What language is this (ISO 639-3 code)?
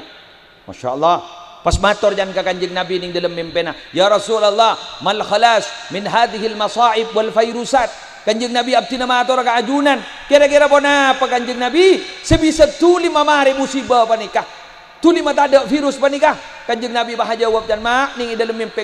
mad